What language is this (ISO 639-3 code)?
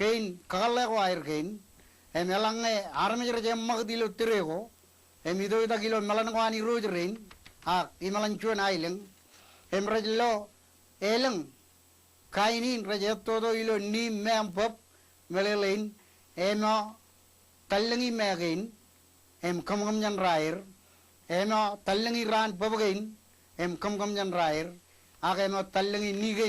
mah